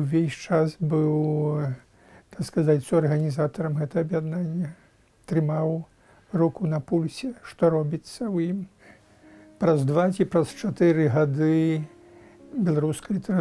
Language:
Belarusian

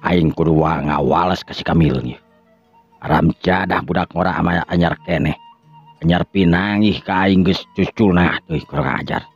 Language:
Sundanese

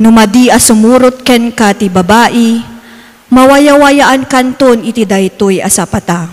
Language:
Iloko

